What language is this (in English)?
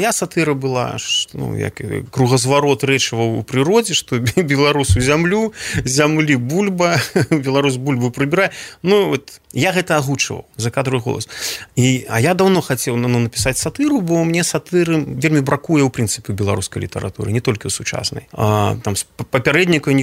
Belarusian